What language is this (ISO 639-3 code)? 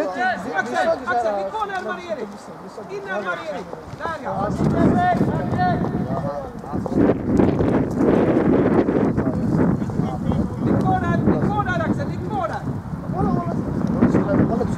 swe